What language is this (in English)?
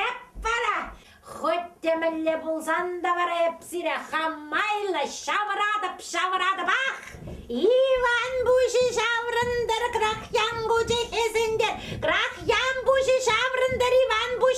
Chuvash